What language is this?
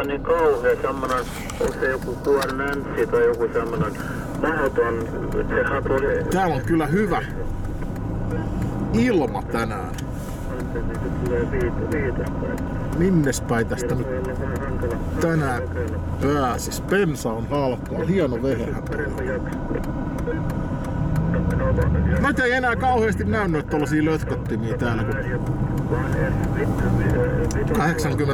Finnish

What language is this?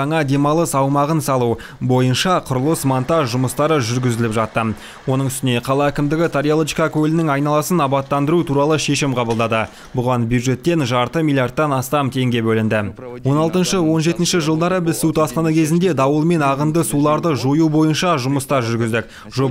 Kazakh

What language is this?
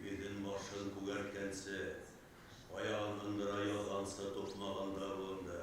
Bashkir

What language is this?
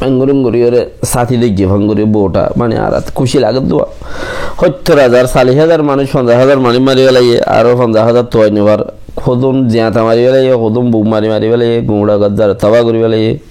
Rohingya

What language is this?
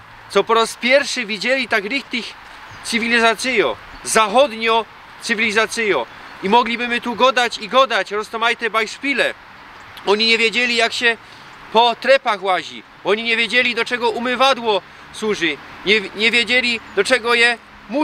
Silesian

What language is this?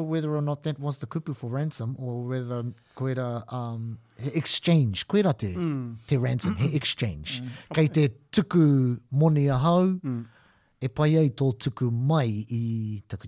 Māori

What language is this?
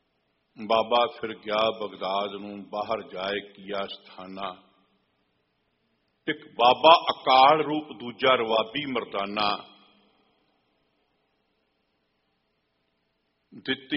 Punjabi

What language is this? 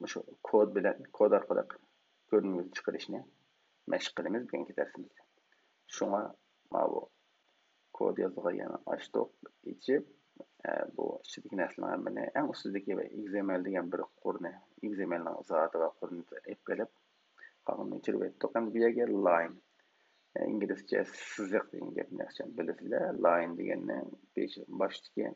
Uyghur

